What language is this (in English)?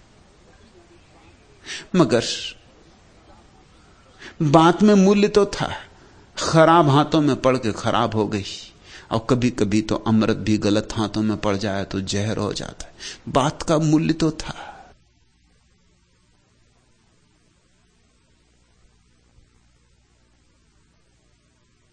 Hindi